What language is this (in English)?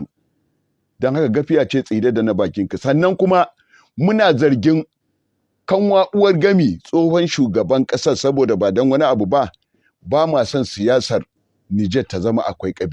Hausa